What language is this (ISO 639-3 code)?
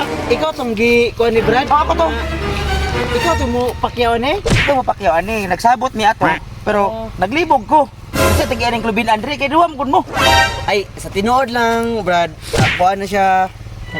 ceb